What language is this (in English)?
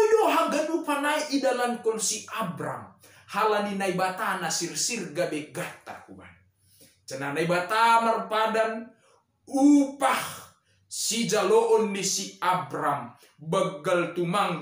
Batak Simalungun